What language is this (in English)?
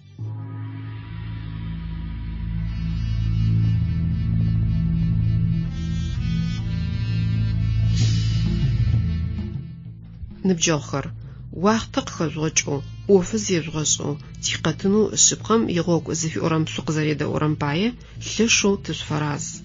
Adyghe